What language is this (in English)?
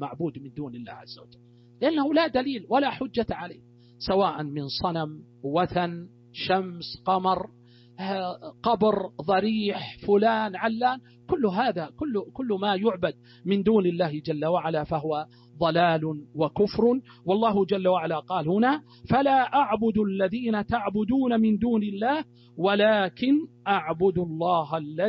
Arabic